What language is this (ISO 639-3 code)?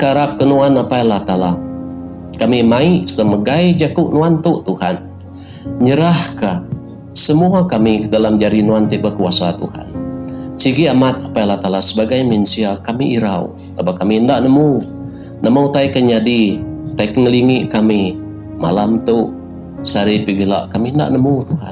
iba